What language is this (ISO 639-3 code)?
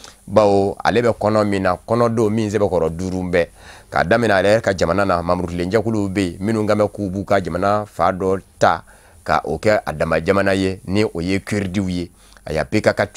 bam